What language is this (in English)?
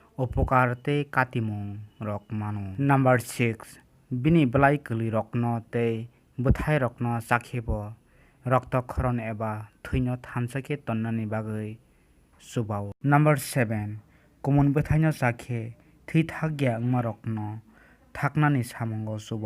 Kok Borok